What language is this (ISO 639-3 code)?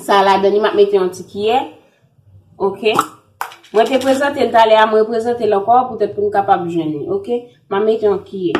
hat